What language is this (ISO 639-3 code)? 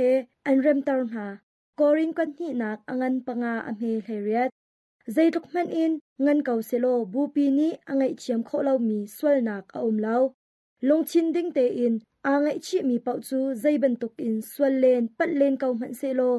cnh